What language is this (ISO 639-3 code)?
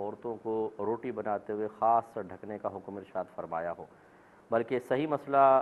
urd